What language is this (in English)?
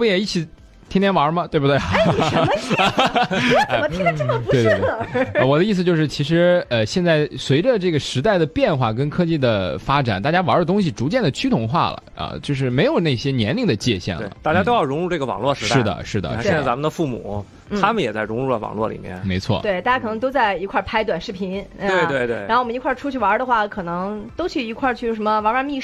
Chinese